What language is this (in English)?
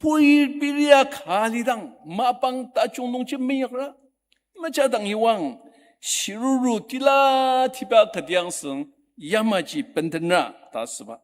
Ao Naga